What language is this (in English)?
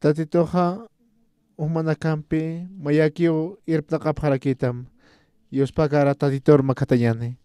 Aymara